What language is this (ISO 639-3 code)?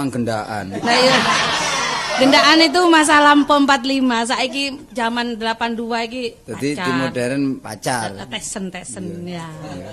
jav